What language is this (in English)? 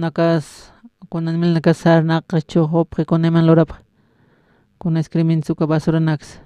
Aymara